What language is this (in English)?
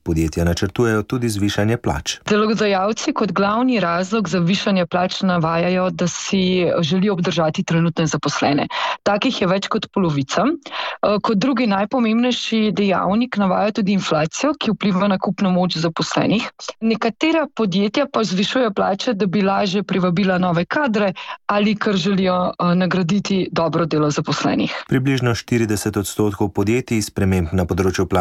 Slovenian